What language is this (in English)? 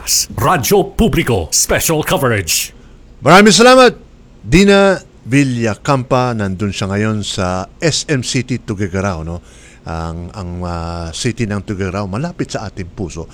Filipino